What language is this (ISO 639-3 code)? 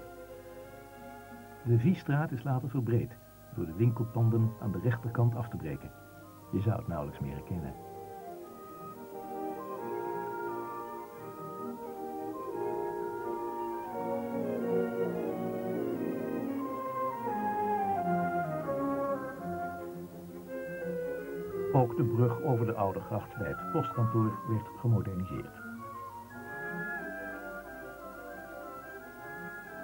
nld